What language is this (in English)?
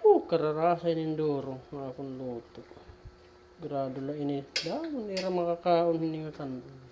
Waray